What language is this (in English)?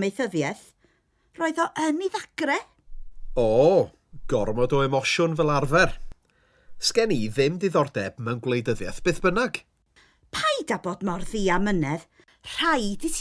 Welsh